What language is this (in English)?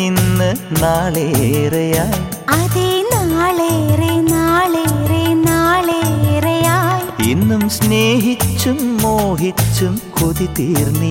Malayalam